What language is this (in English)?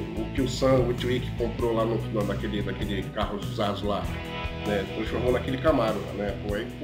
Portuguese